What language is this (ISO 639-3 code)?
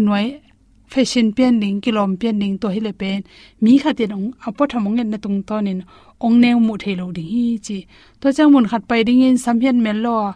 ctd